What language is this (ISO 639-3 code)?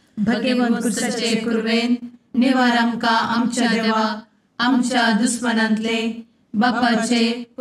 kok